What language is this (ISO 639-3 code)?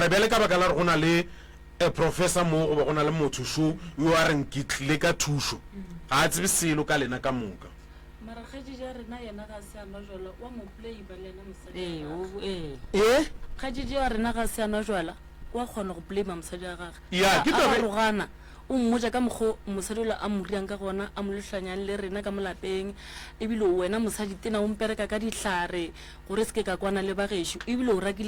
nso